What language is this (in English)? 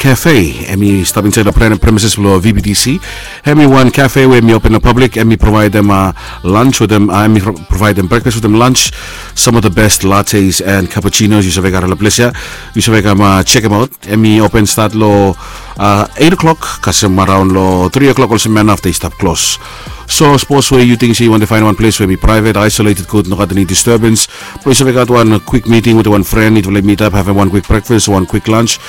Bislama